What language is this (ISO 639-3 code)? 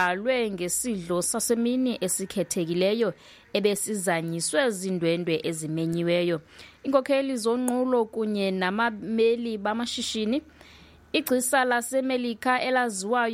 xho